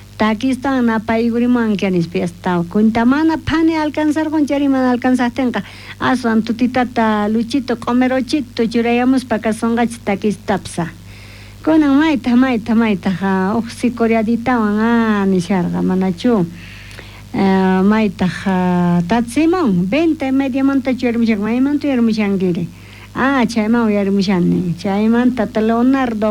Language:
South Bolivian Quechua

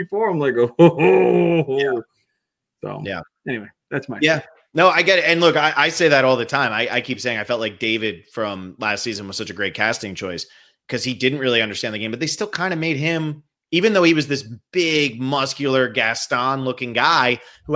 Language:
English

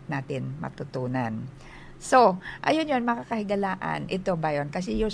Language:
Filipino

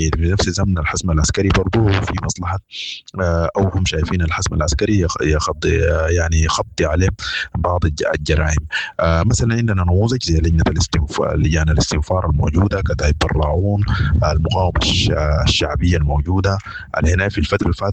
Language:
Sudanese Arabic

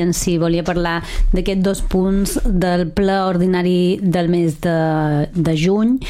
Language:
Catalan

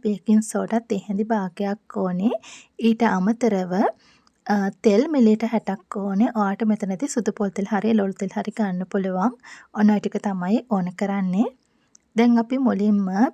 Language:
Sinhala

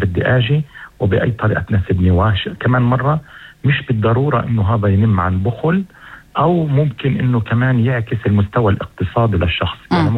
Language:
North Levantine Arabic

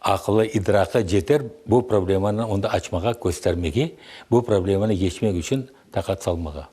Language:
Crimean Tatar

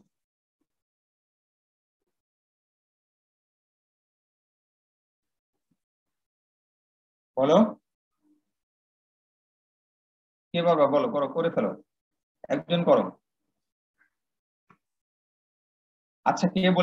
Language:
Bangla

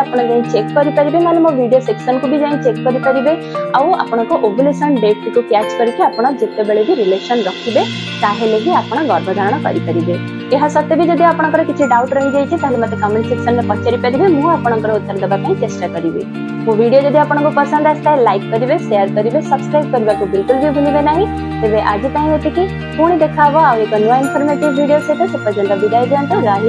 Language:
Odia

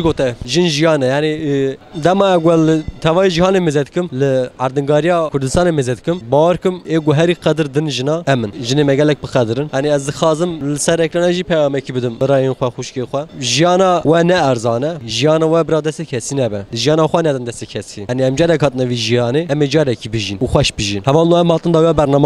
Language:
Kurdish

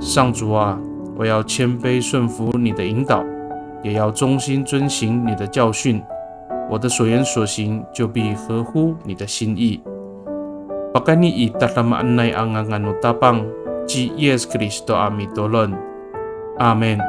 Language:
Amis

